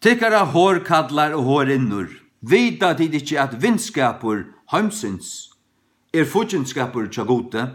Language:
Faroese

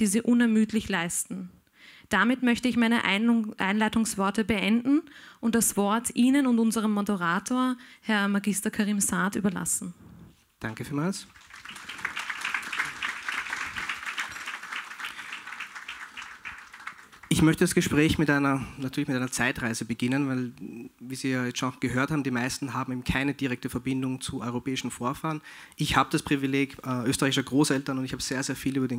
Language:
German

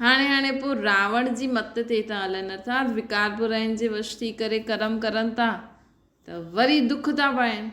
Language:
Sindhi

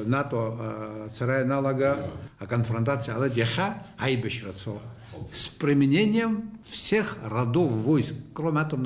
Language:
Abkhazian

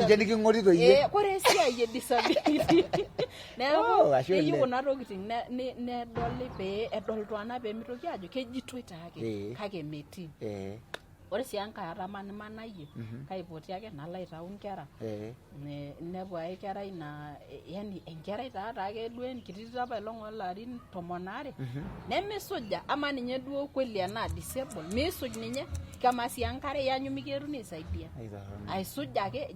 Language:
Masai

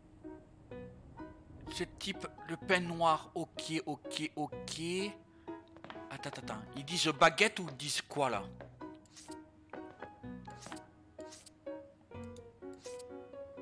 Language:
French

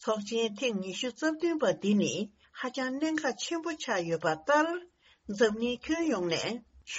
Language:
Tibetan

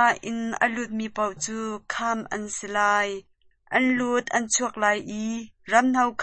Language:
Hakha Chin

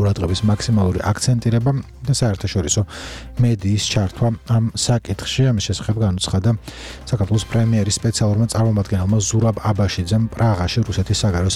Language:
Georgian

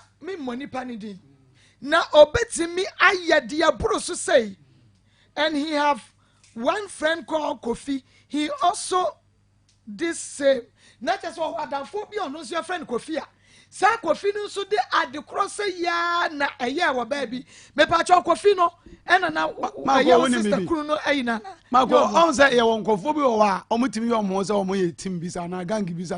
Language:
Akan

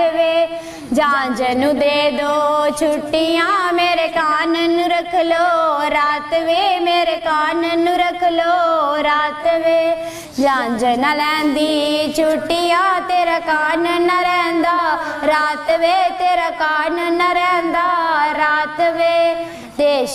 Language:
Dogri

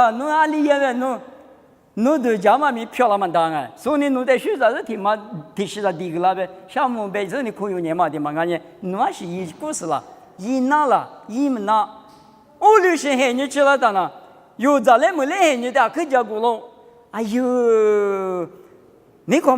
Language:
Lisu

